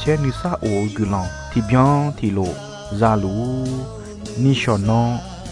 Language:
Akha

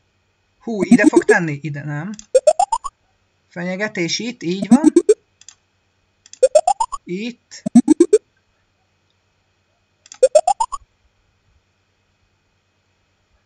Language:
Hungarian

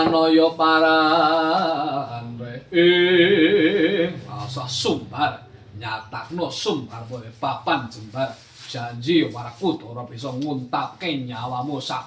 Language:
Javanese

